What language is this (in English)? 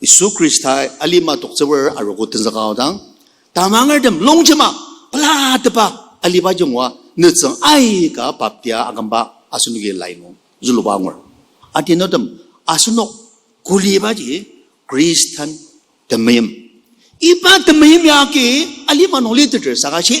Ao Naga